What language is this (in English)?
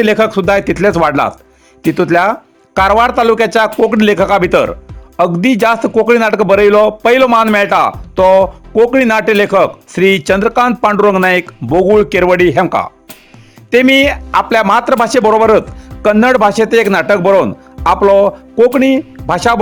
Konkani